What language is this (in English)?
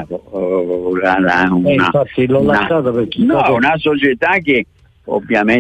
Italian